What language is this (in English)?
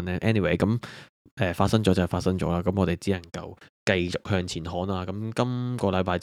Cantonese